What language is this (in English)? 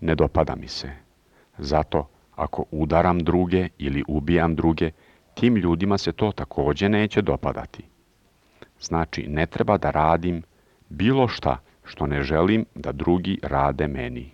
Serbian